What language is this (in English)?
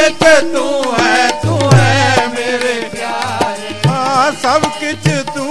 Hindi